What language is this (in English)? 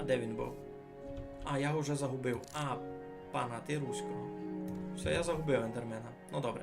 Rusyn